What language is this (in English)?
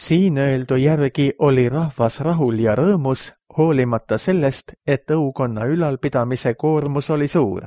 Estonian